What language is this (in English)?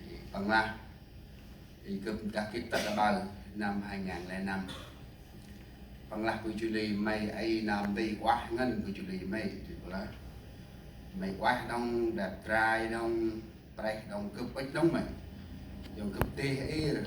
Central Mnong